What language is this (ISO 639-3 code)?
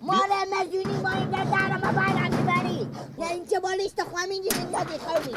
fas